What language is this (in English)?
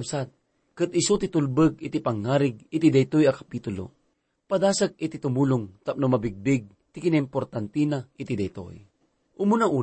Iloko